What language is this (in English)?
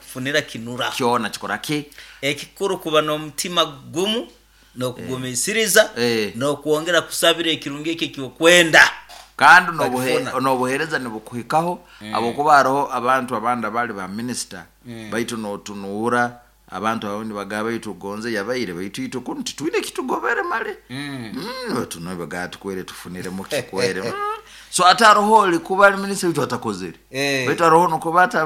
Nyoro